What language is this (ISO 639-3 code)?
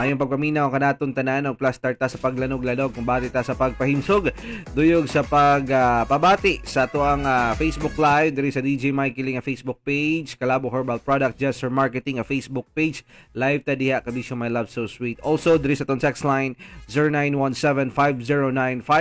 ceb